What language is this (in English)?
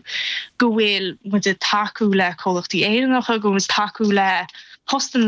Irish